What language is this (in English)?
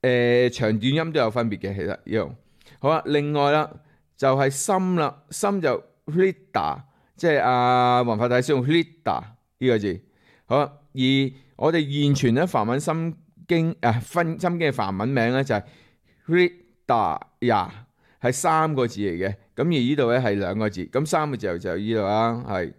Cantonese